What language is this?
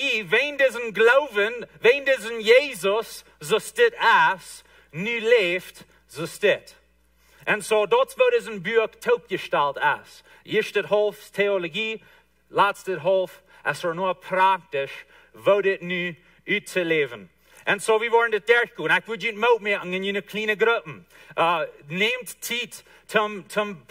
Plautdietsch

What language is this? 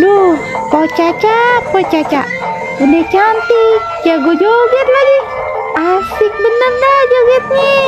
Betawi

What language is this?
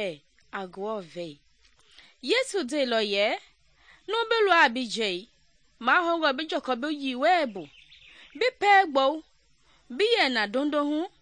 Mende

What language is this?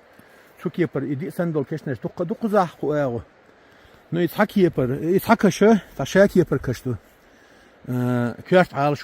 Chechen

